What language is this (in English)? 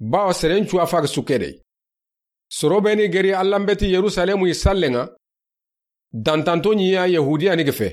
Soninke